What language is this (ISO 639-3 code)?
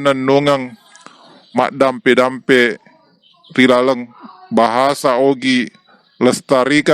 bug